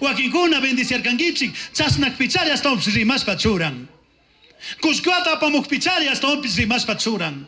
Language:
Chimborazo Highland Quichua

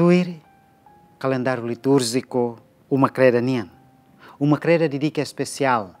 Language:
Tetum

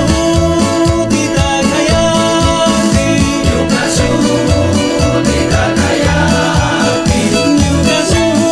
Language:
Chimborazo Highland Quichua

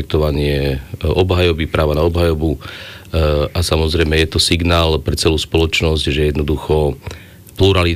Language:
Slovak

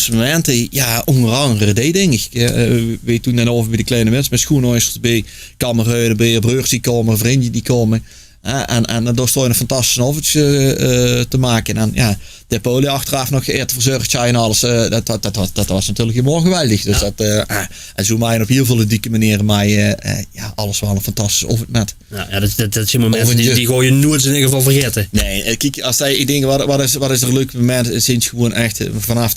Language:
Limburgish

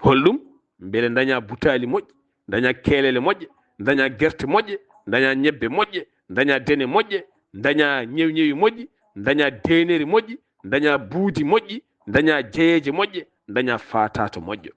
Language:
Fula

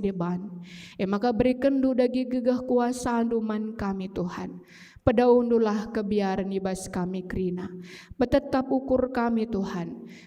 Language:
Batak Karo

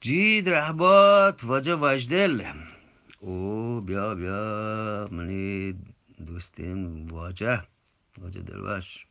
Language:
Eastern Balochi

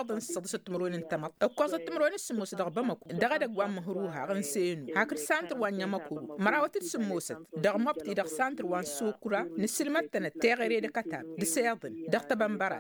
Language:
Tamasheq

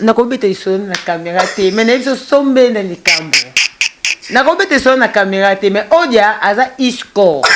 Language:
Lingala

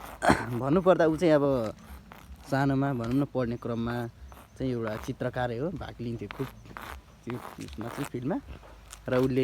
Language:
Nepali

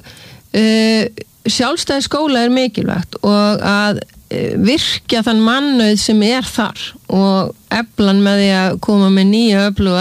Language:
Icelandic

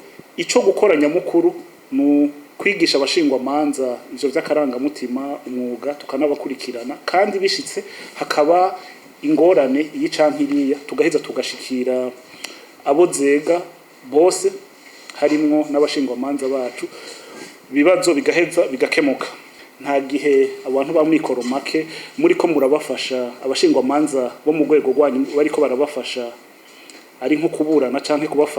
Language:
Rundi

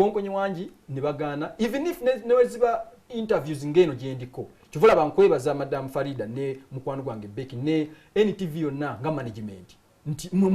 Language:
Ganda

